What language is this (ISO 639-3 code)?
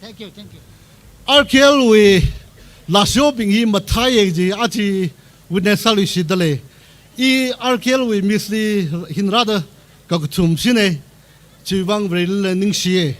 nmf